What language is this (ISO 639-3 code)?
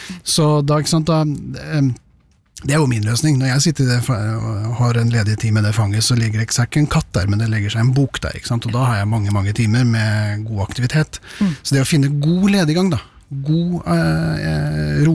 nor